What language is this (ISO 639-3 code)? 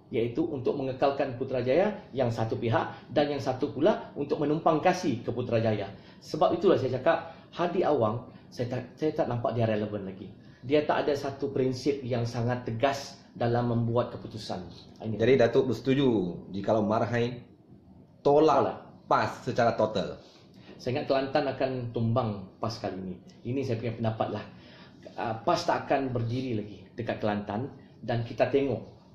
msa